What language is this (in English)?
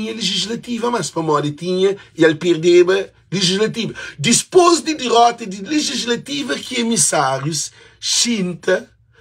Kabuverdianu